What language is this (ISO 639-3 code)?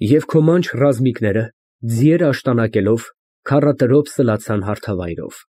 hye